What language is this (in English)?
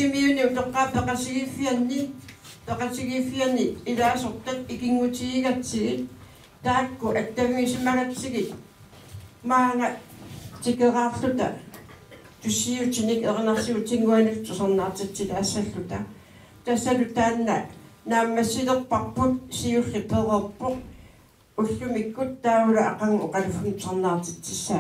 Kalaallisut